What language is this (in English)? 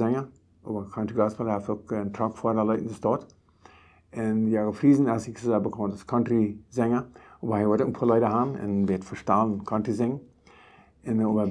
Plautdietsch